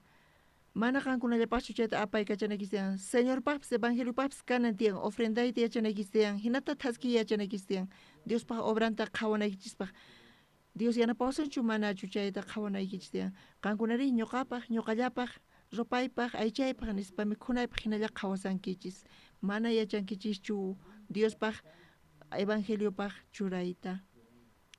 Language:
South Bolivian Quechua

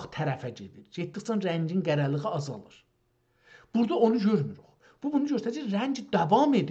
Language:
South Azerbaijani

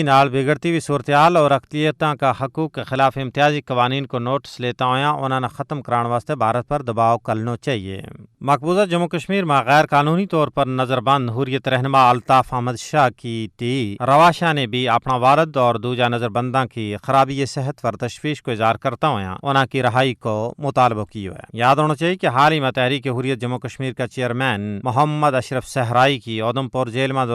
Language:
Gujari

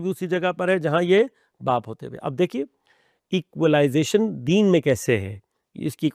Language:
Urdu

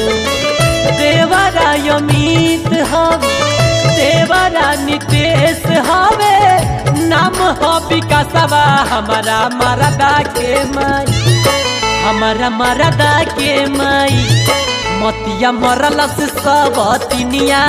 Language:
Bhojpuri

